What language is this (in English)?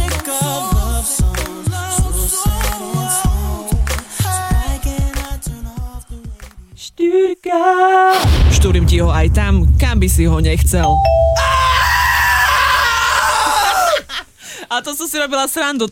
Slovak